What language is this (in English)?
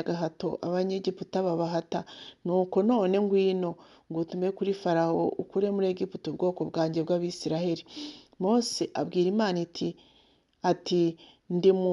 Kinyarwanda